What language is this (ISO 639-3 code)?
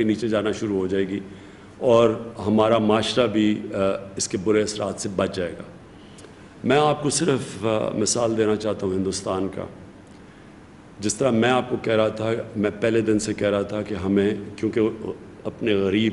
urd